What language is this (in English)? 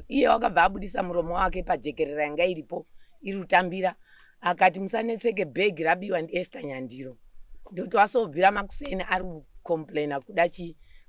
Shona